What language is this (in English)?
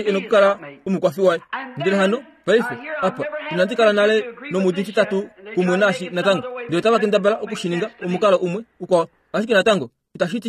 Kuanyama